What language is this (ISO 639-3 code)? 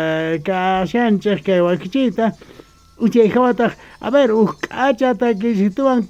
quh